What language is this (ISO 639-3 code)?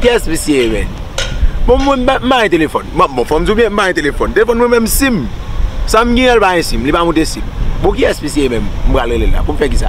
hat